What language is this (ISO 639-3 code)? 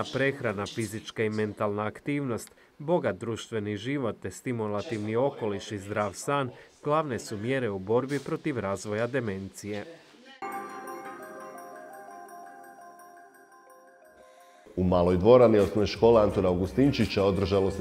hrv